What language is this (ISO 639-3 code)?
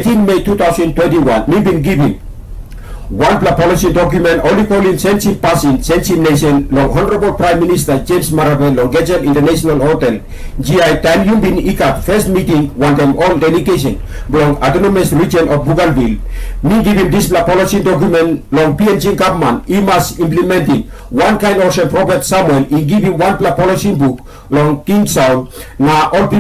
tpi